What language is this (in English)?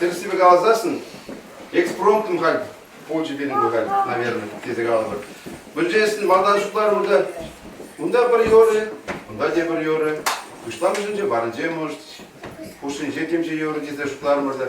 Chuvash